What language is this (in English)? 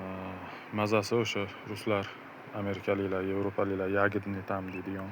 Uzbek